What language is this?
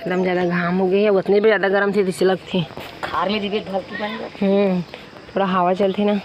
Chhattisgarhi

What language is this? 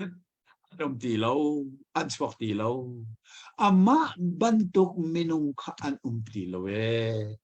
Hakha Chin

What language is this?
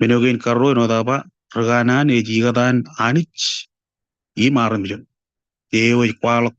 Marshallese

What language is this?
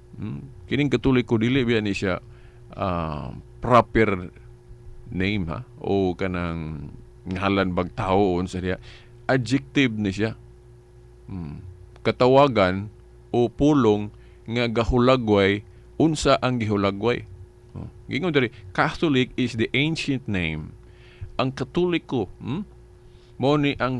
Cebuano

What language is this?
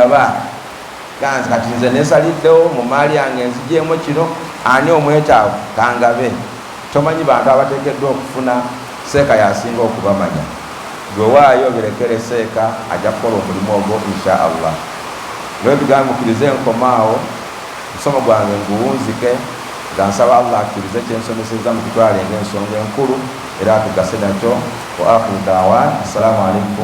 Ganda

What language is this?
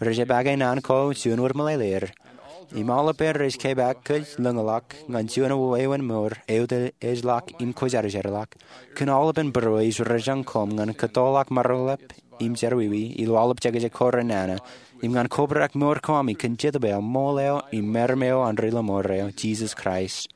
Marshallese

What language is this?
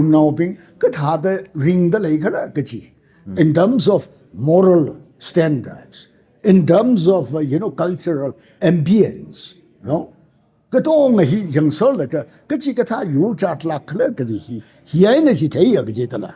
Tangkhul Naga (India)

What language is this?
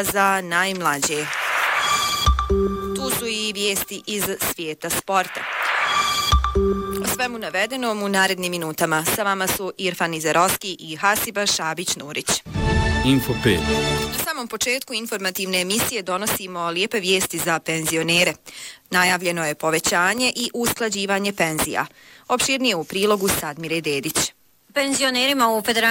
Bosnian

